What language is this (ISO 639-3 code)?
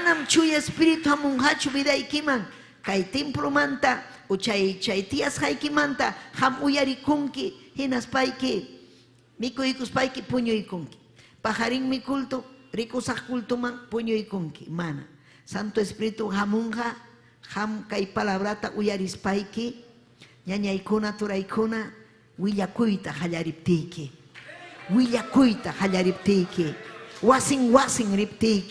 quy